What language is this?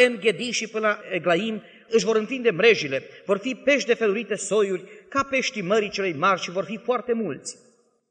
Romanian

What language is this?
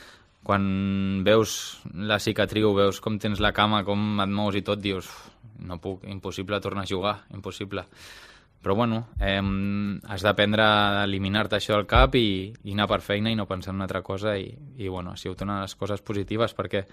Catalan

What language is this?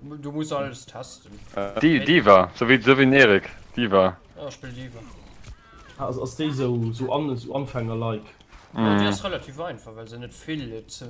Luxembourgish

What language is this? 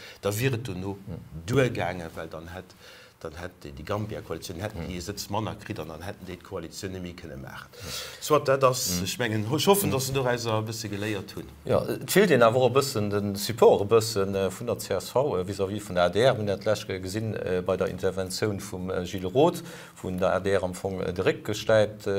Luxembourgish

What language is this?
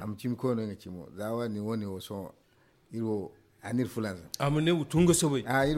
Zarma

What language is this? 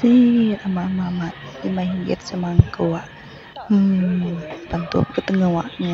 Iban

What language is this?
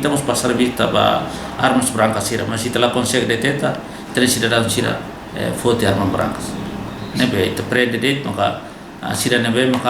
Tetum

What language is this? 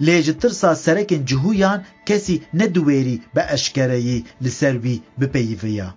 Kurdish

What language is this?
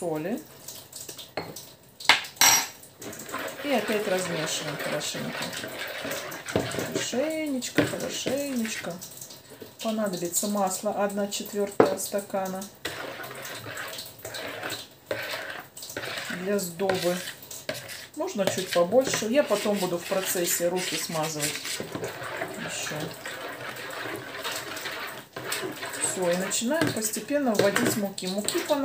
Russian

